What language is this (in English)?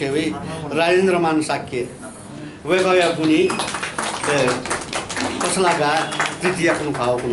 Newari